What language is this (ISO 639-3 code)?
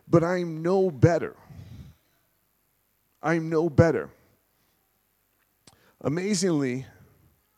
eng